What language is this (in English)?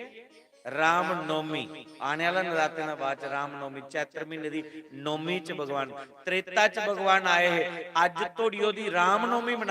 Dogri